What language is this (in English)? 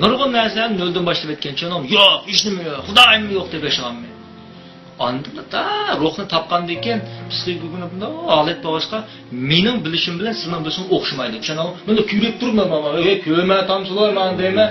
Uyghur